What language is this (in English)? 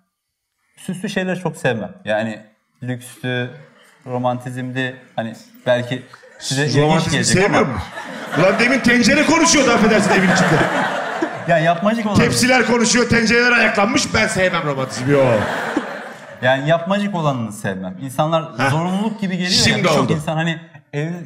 Turkish